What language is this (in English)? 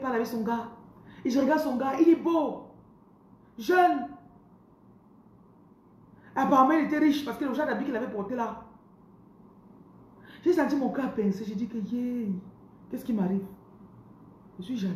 French